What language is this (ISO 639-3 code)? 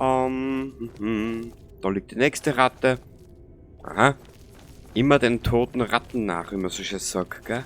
bar